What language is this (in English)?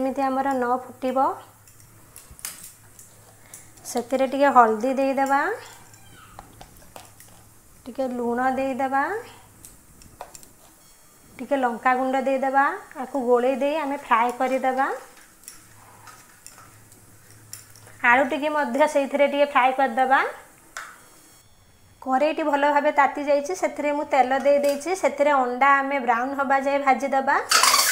Odia